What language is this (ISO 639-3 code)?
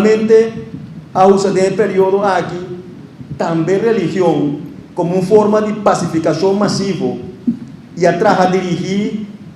pap